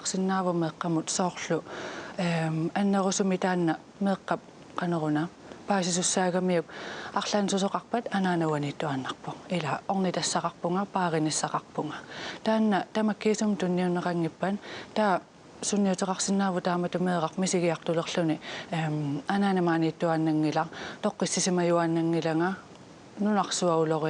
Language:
Kalaallisut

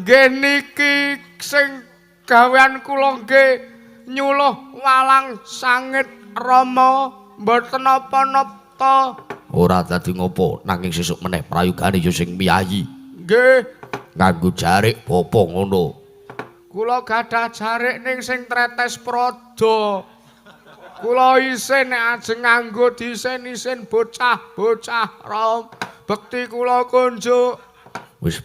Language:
Javanese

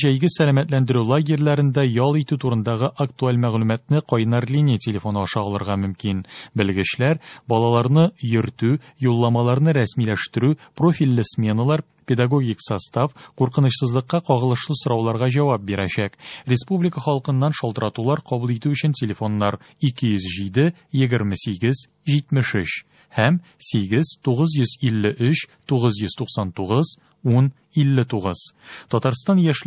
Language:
Tatar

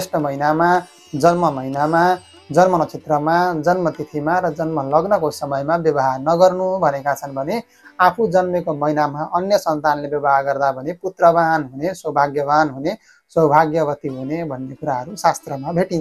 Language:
Nepali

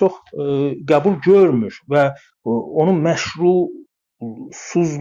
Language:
South Azerbaijani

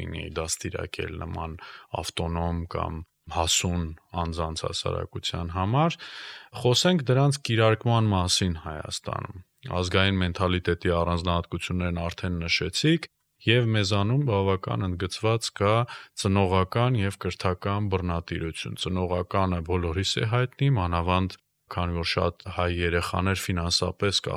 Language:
Armenian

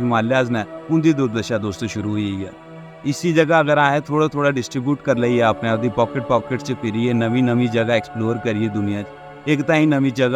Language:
Dogri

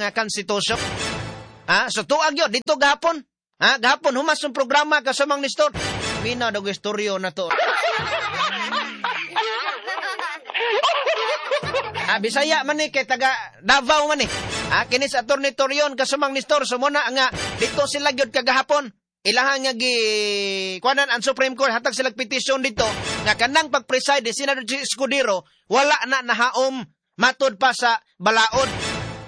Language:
Cebuano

